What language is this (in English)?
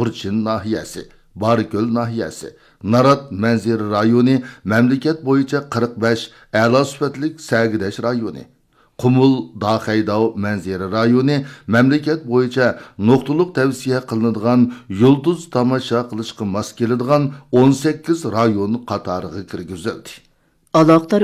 Uyghur